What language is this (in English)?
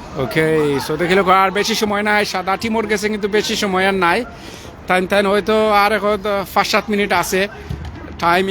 Sylheti